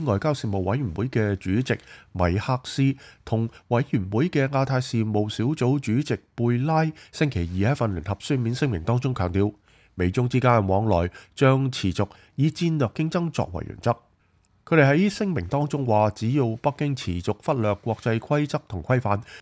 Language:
Cantonese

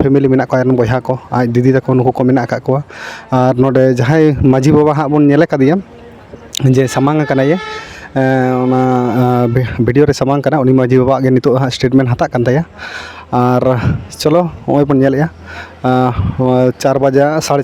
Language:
Santali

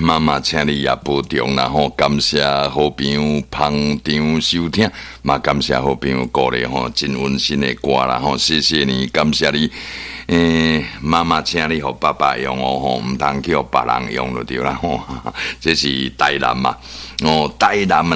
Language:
Min Nan Chinese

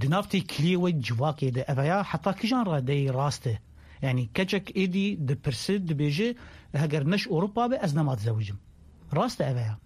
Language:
Kurdish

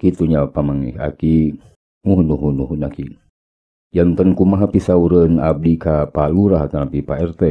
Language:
Sundanese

